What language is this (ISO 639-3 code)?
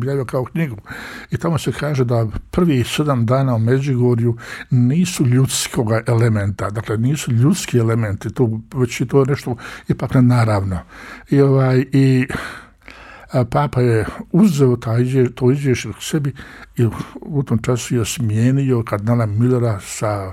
hrv